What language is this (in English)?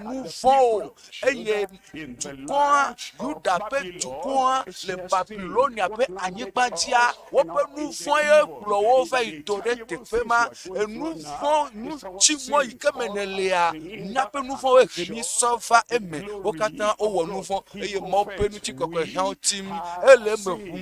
Ewe